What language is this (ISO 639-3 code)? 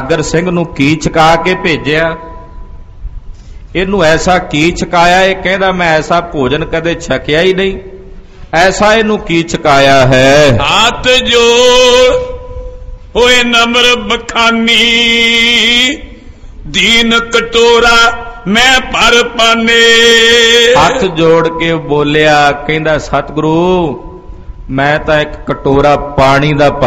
pan